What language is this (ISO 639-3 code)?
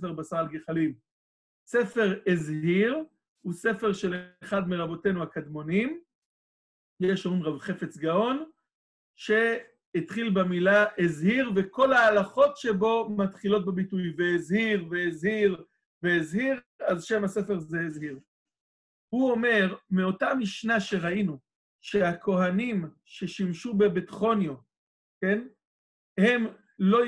heb